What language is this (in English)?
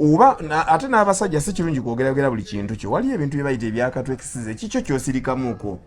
Ganda